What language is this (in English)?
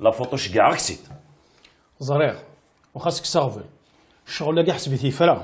Kabyle